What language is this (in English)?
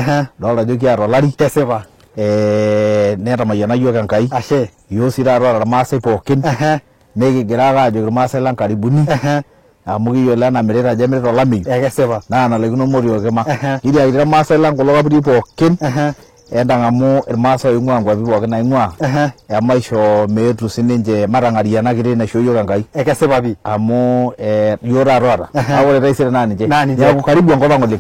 Masai